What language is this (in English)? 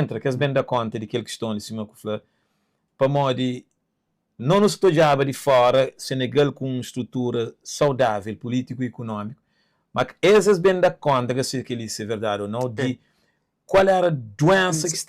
Kabuverdianu